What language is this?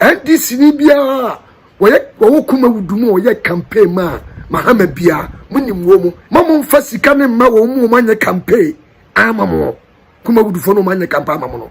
Akan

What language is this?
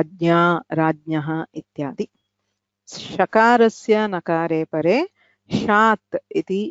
Sanskrit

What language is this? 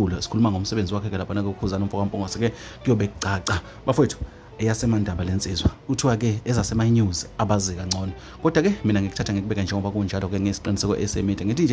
Zulu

